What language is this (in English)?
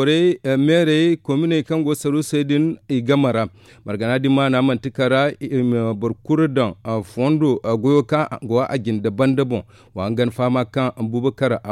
Zarma